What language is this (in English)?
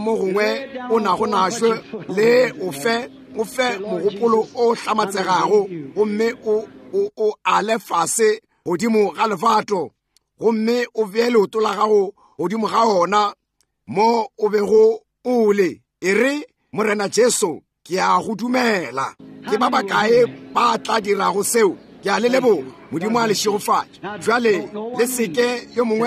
Northern Sotho